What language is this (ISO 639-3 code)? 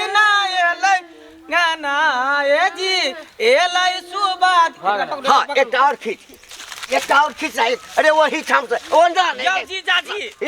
mai